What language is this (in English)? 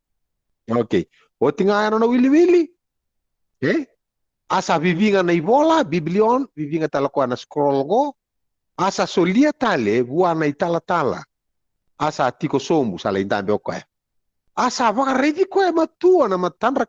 Fijian